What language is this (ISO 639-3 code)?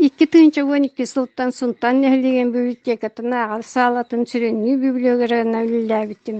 sah